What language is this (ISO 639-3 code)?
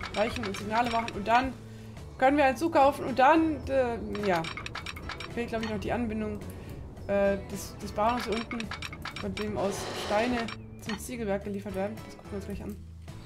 deu